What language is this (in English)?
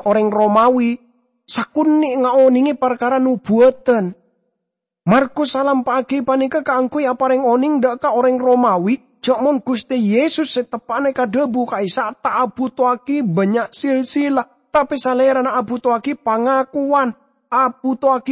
Madurese